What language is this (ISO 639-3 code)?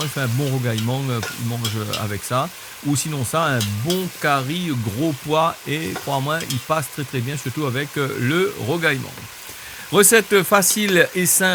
rcf